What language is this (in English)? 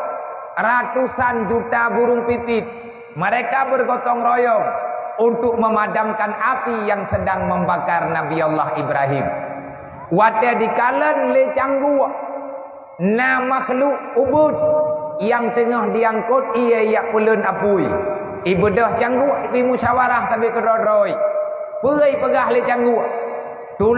Achinese